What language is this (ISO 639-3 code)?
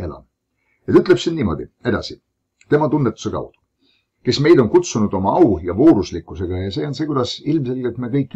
est